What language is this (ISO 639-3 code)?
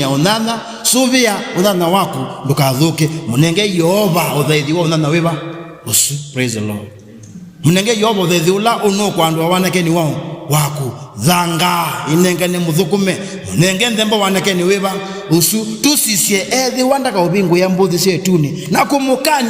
kam